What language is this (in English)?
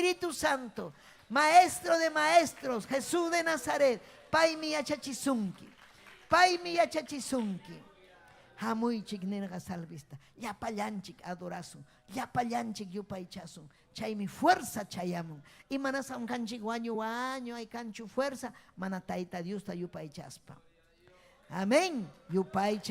Ayacucho Quechua